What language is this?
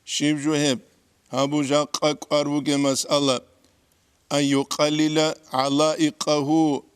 Avaric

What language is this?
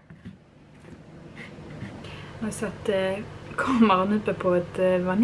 Swedish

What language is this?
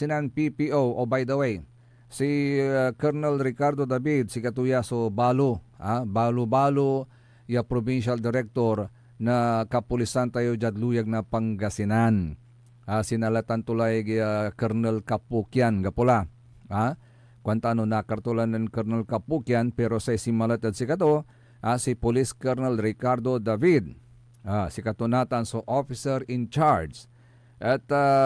Pangasinan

